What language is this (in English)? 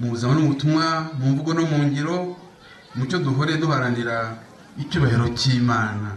Kinyarwanda